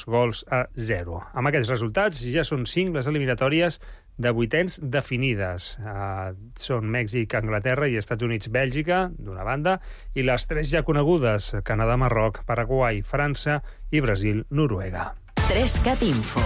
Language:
Catalan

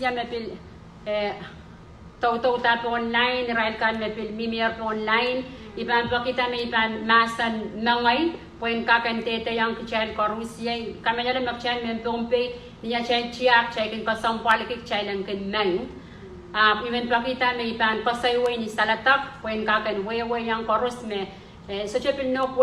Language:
Pohnpeian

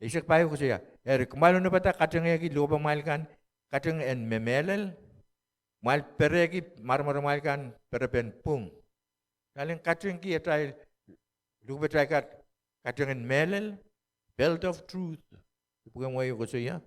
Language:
Pohnpeian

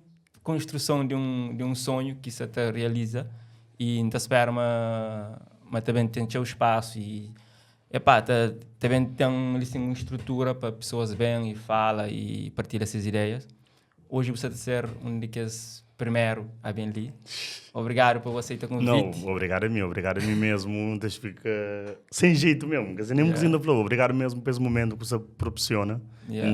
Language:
Kabuverdianu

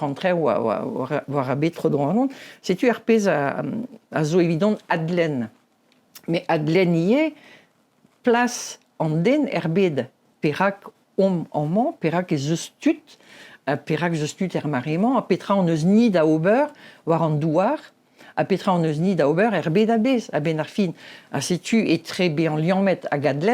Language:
Breton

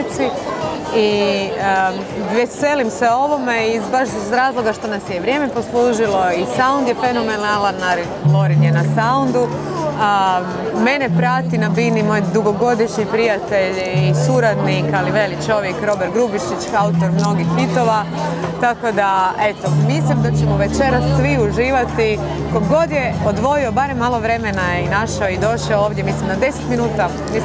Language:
Croatian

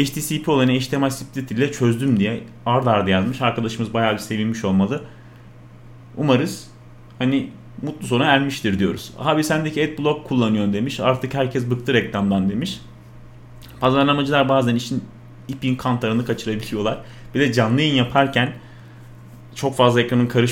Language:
Turkish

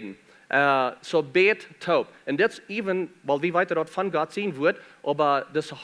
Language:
Plautdietsch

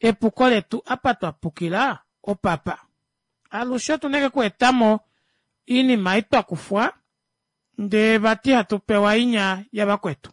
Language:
Kuanyama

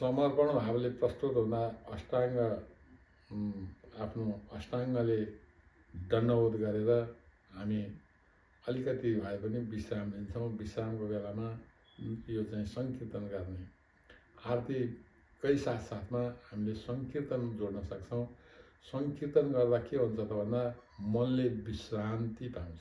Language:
Nepali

